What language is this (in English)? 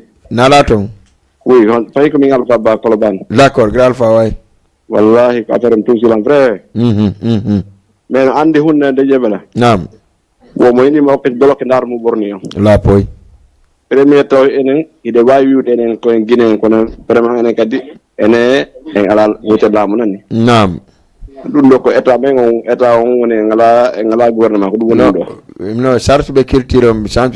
Fula